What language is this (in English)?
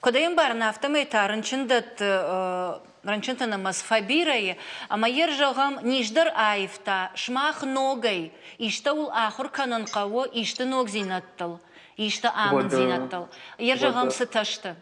Ossetic